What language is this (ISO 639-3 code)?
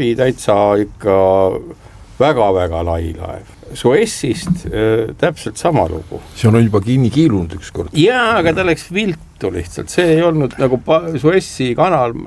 est